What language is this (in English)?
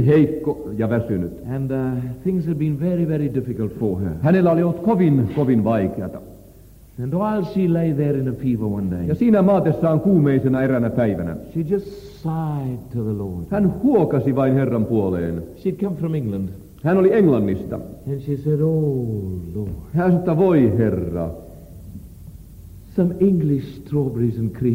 Finnish